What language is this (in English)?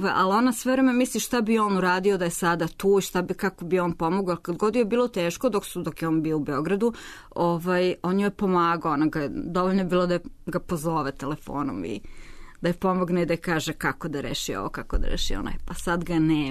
Serbian